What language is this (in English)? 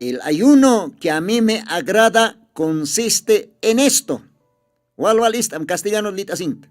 Aymara